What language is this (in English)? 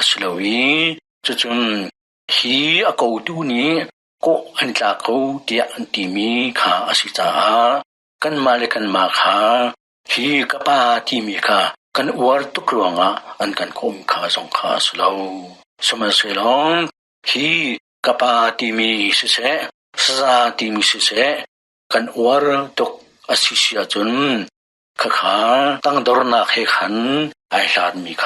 Hakha Chin